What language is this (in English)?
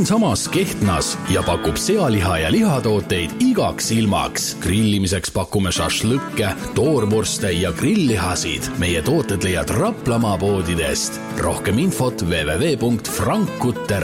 Estonian